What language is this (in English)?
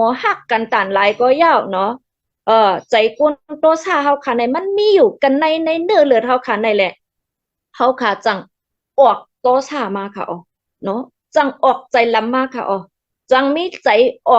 Shan